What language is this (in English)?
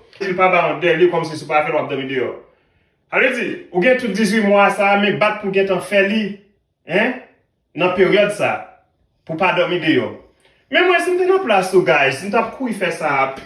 Haitian Creole